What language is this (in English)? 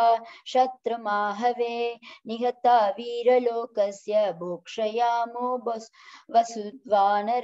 Sanskrit